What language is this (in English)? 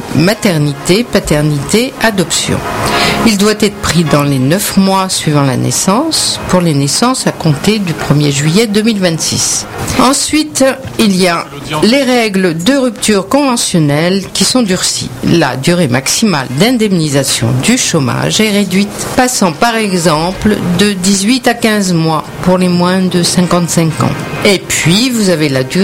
French